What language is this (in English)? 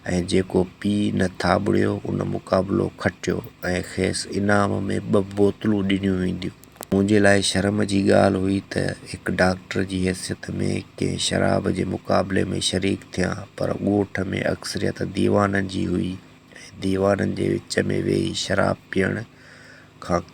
Sindhi